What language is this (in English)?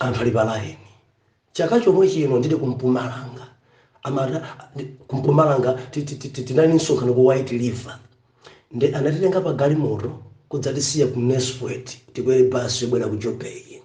Nyanja